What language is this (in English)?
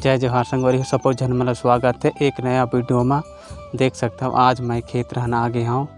Chhattisgarhi